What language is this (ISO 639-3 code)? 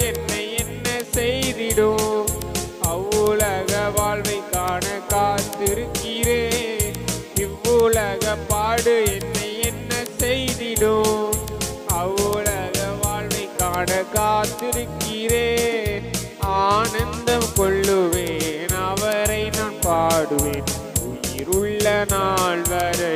tam